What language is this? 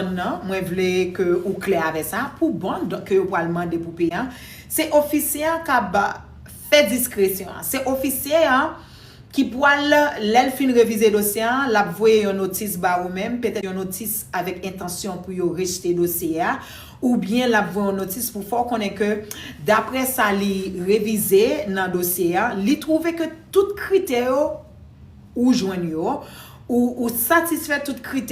Haitian Creole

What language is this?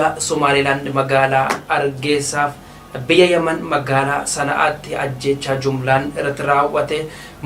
Oromo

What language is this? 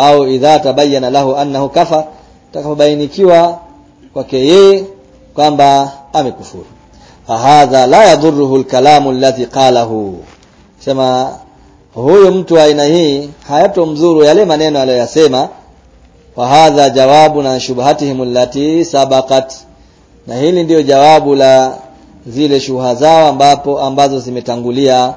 Swahili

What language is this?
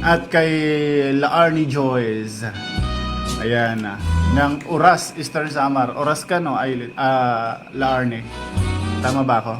Waray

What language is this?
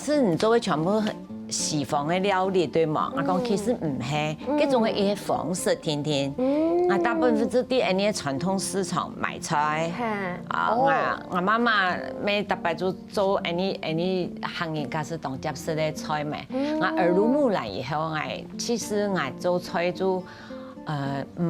Hakka Chinese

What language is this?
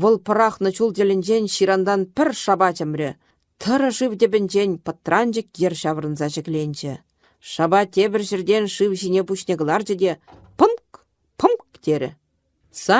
Chuvash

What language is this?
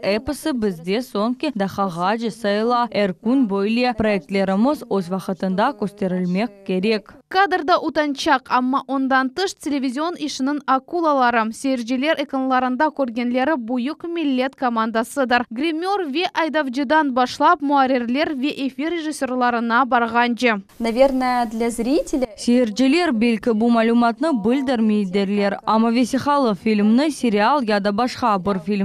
Crimean Tatar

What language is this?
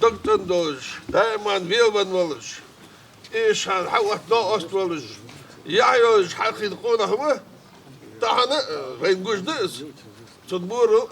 Ingush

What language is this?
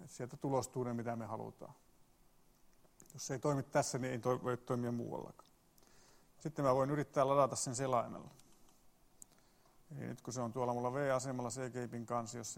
Finnish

